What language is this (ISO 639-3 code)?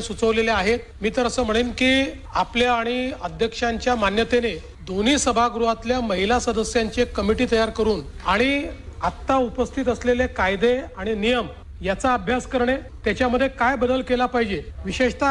mar